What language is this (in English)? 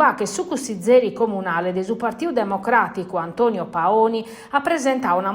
Sardinian